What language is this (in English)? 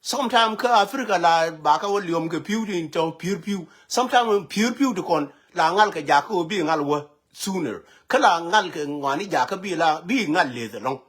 Nuer